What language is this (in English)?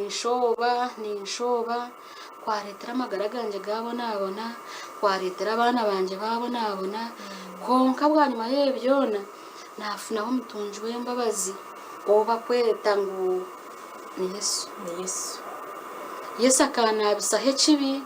Nyankole